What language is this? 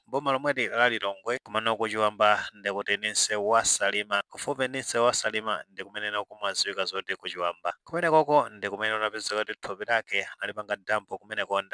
Nyanja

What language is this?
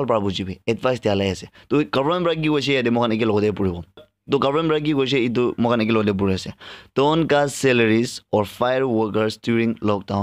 Naga Pidgin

